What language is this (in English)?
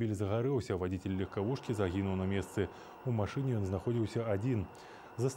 Belarusian